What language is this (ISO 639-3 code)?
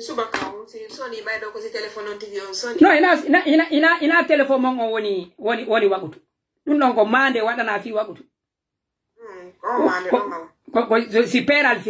fuf